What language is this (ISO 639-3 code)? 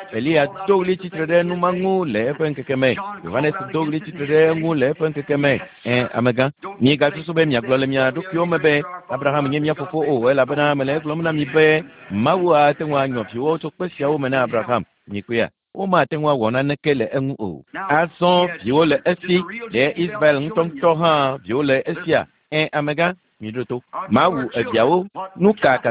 ewe